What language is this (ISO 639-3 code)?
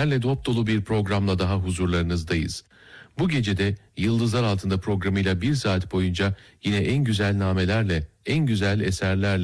tur